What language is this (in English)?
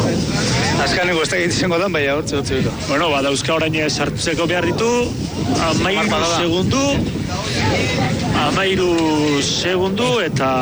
Basque